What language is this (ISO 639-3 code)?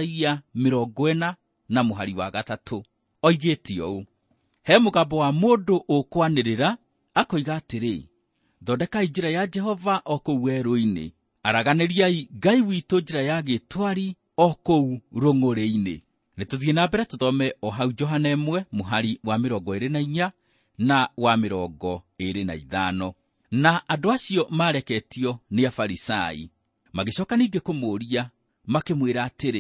kik